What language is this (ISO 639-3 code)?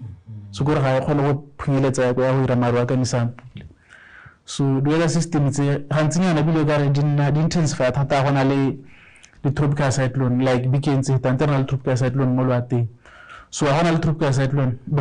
tsn